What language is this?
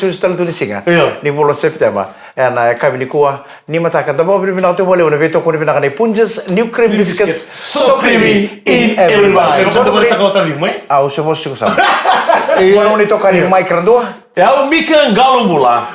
Fijian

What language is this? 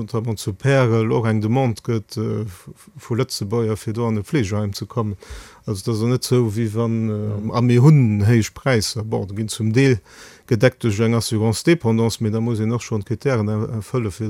Luxembourgish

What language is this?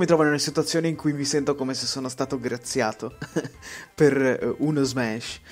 Italian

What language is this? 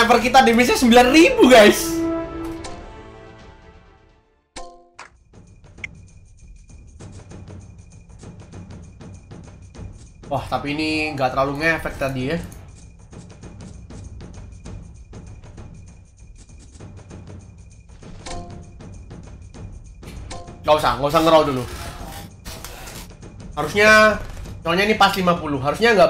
Indonesian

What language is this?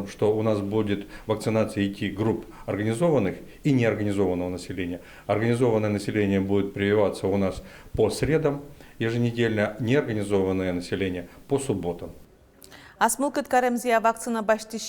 Udmurt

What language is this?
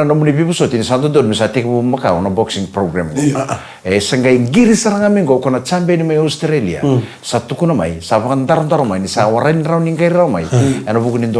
Fijian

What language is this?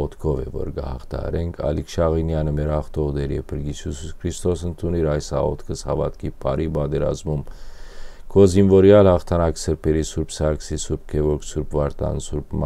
Western Armenian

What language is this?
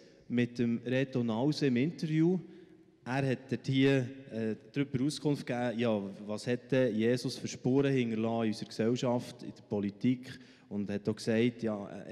Swiss German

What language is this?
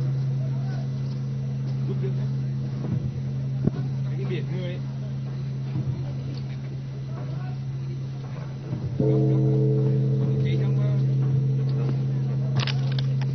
Vietnamese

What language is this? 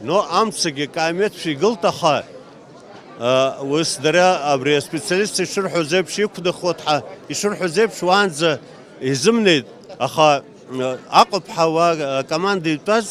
Abkhazian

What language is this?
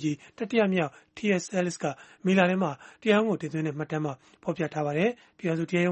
Burmese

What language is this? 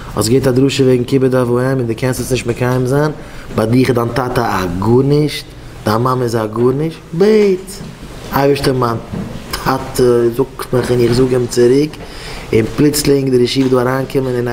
Yiddish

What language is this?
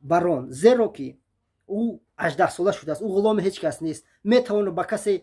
Tajik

